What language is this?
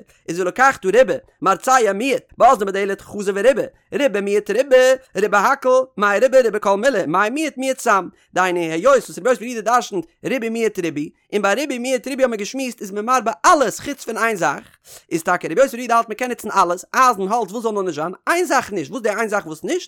Yiddish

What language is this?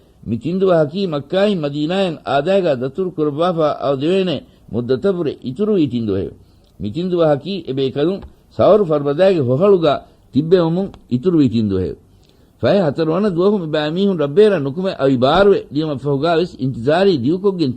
Divehi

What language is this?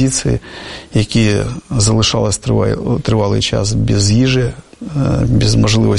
Ukrainian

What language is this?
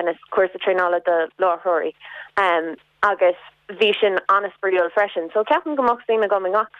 Irish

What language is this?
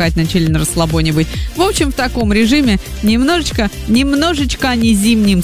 Russian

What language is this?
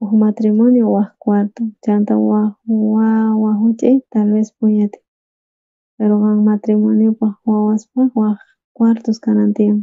South Bolivian Quechua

